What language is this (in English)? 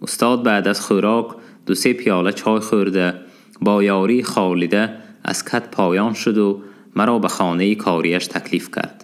Tajik